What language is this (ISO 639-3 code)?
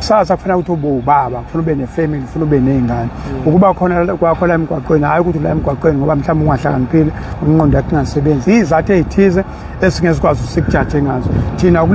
zul